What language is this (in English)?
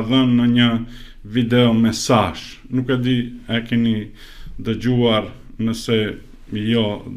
Albanian